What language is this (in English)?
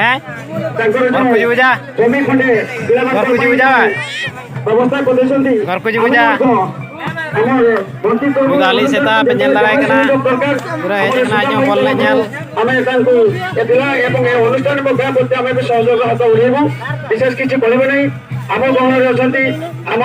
Santali